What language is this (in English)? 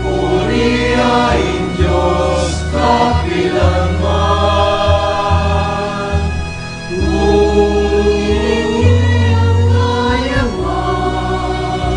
Pampanga